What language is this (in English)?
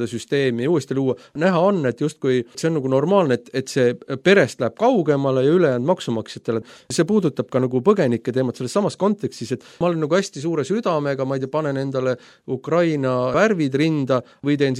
Estonian